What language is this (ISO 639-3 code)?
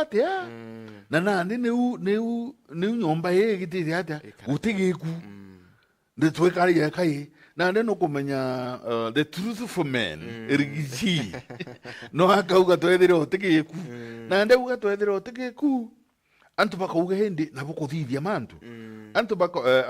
mer